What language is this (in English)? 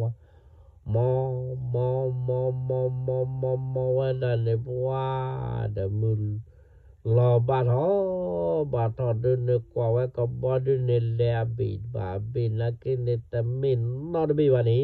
S'gaw Karen